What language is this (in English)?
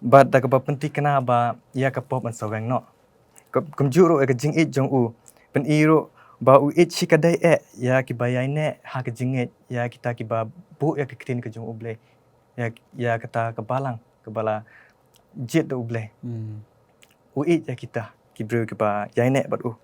Khasi